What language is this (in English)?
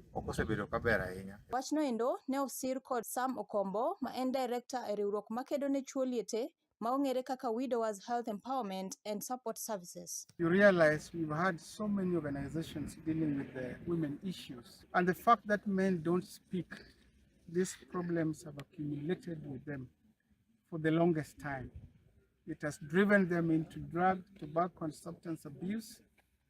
Luo (Kenya and Tanzania)